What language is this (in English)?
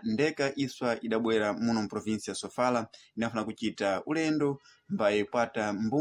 Sena